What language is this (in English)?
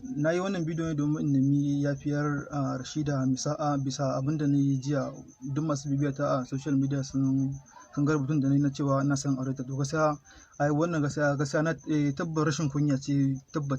Hausa